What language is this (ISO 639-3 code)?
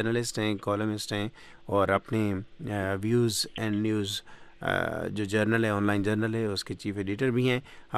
urd